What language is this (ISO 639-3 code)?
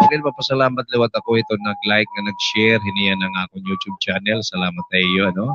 war